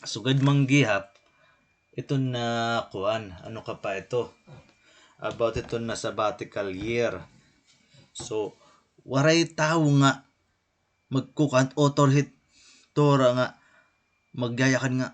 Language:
Waray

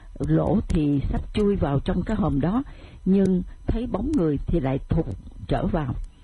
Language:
Vietnamese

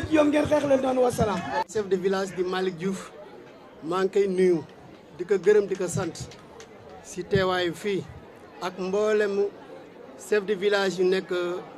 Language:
Wolof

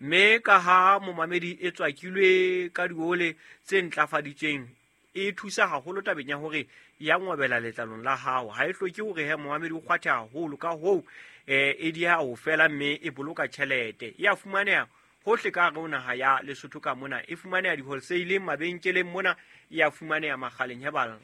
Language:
Southern Sotho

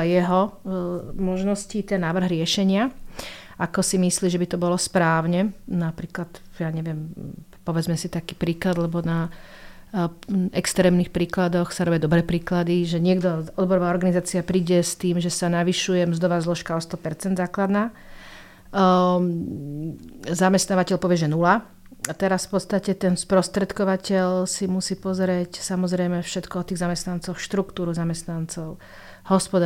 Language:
Slovak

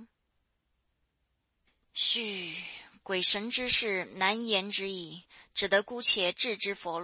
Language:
Chinese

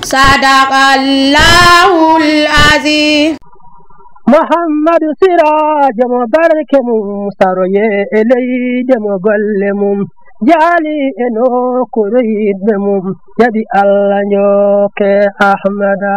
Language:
Fula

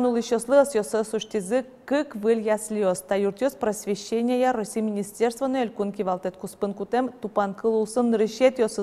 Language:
Udmurt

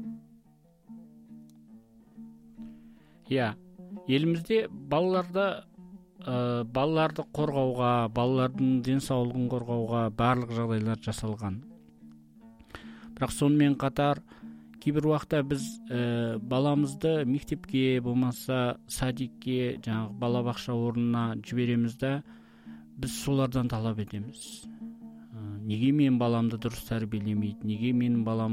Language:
Kazakh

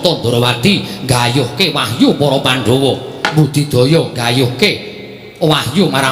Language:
Javanese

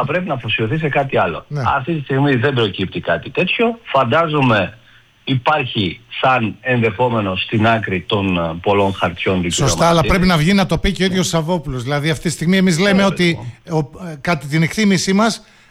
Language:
Greek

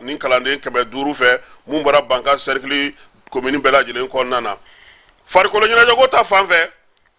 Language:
Bambara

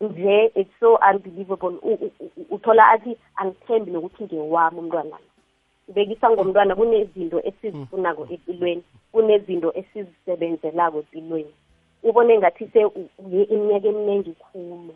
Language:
South Ndebele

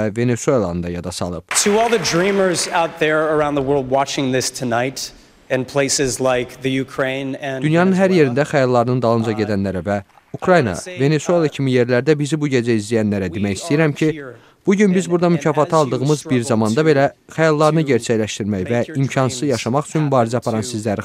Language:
Azerbaijani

